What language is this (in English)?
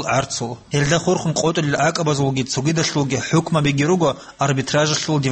Avaric